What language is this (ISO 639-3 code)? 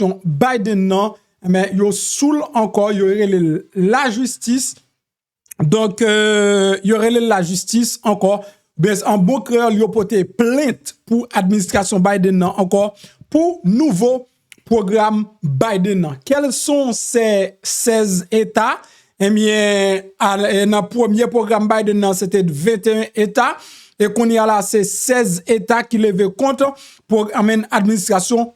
hat